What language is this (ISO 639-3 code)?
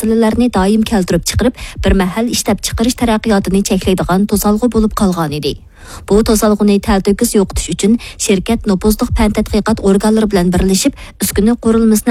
uig